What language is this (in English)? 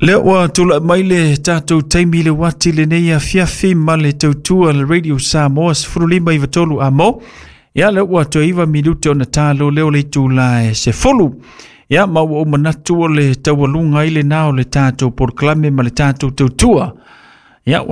Samoan